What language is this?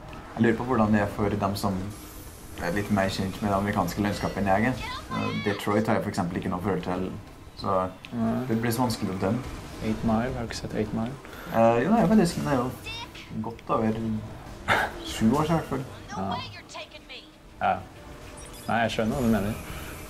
Norwegian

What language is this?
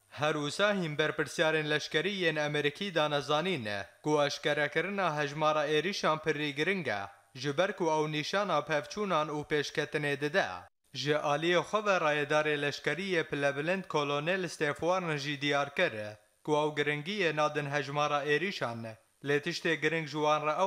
Kurdish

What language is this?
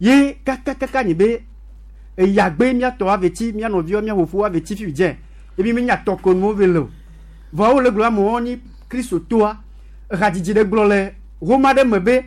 Gen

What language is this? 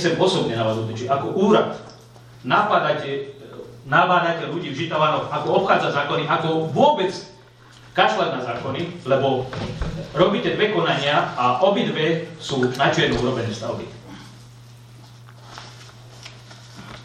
Slovak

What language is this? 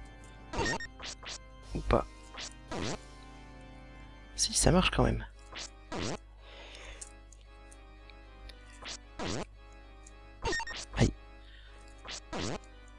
French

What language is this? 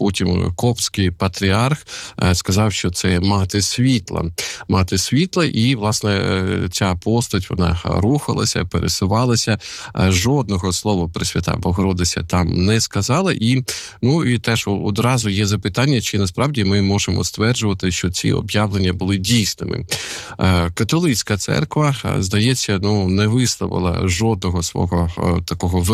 Ukrainian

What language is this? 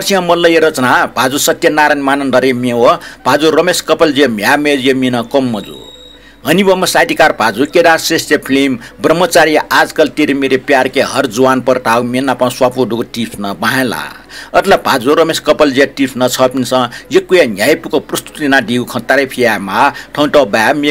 Newari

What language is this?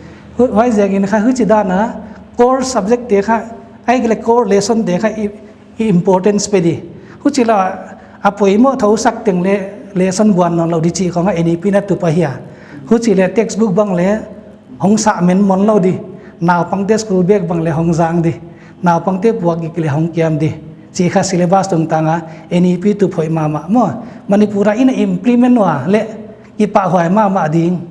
Paite Chin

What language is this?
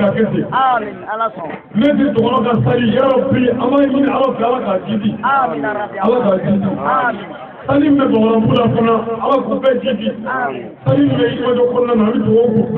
Bambara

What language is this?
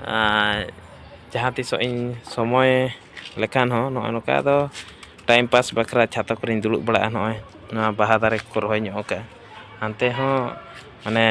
Santali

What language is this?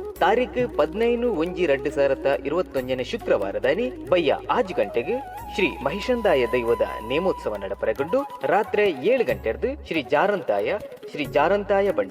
Tulu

